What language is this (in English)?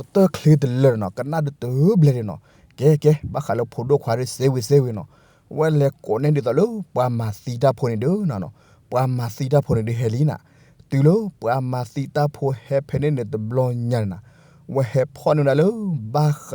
S'gaw Karen